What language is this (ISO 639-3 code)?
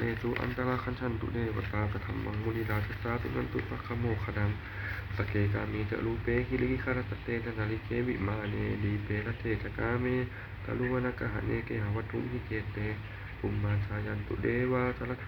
pli